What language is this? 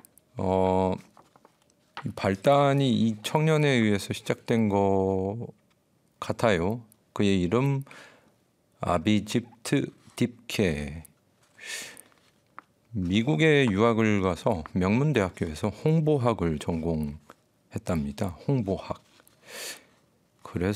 Korean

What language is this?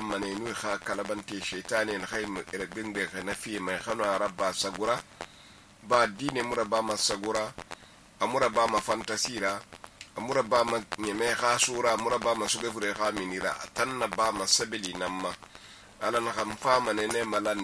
Susu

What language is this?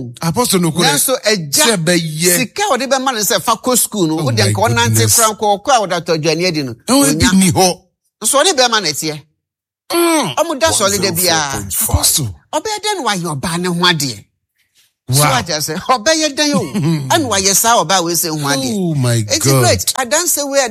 Akan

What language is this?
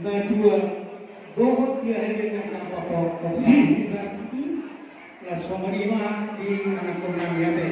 Batak Toba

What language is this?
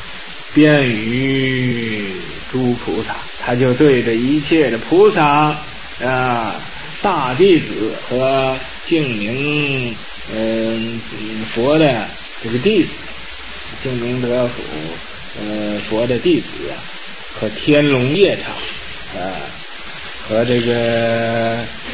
Chinese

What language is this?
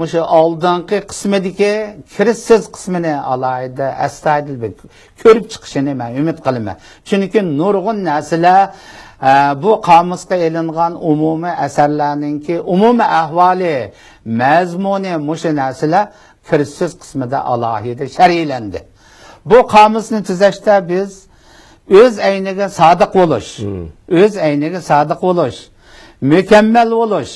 Uyghur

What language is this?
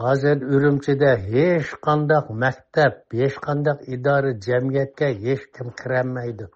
Uyghur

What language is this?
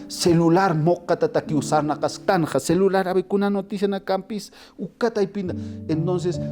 Aymara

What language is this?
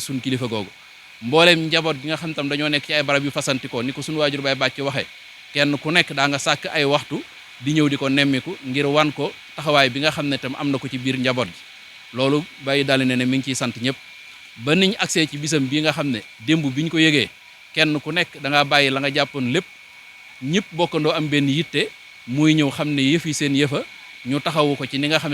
Wolof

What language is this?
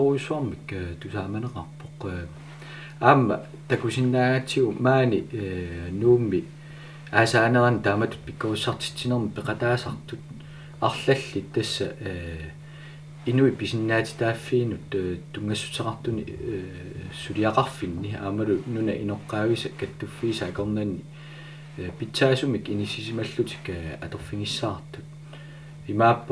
Kalaallisut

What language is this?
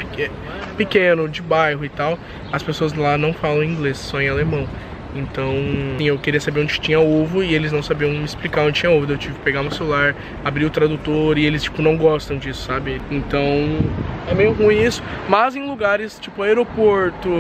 Portuguese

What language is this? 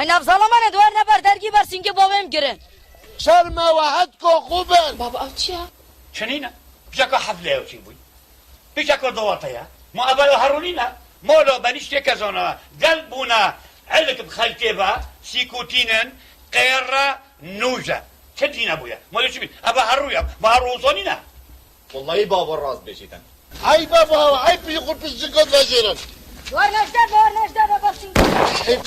Kurdish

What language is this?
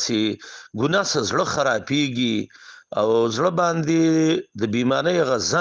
Pashto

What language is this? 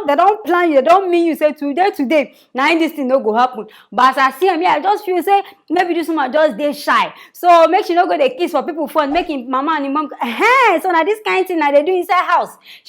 Nigerian Pidgin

